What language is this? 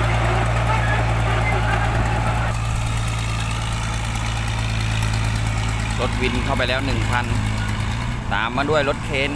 Thai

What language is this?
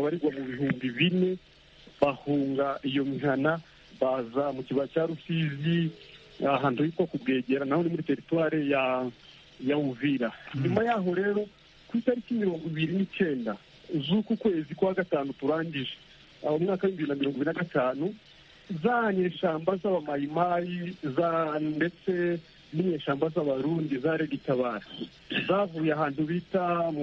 Kinyarwanda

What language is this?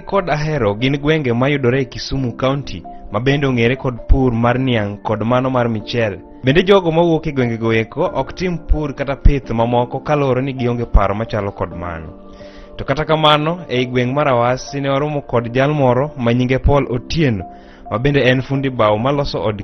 Luo (Kenya and Tanzania)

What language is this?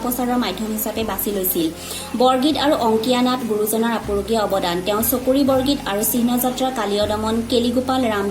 Assamese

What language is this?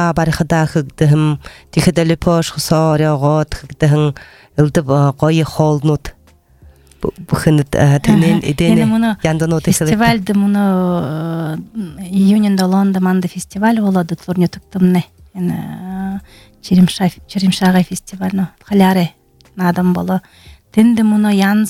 Belarusian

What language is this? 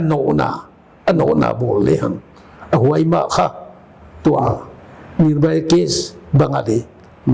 Paite Chin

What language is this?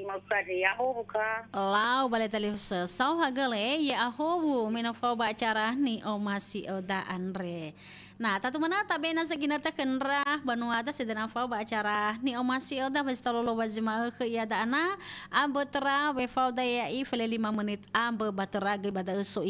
Nias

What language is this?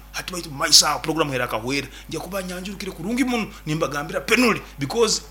Nyankole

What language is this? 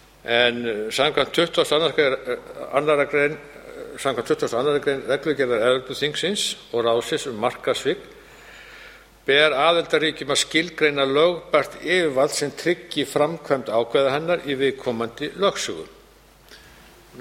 Icelandic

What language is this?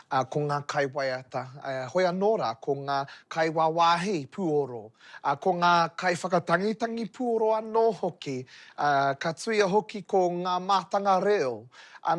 Māori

